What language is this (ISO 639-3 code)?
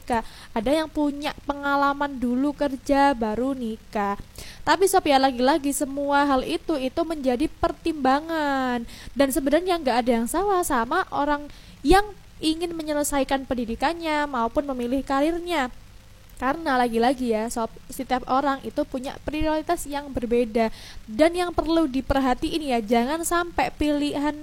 ind